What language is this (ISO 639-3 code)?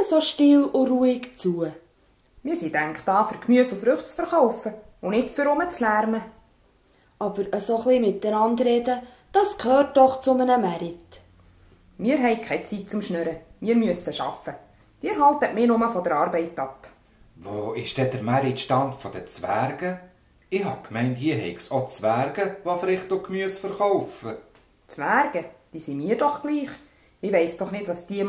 gsw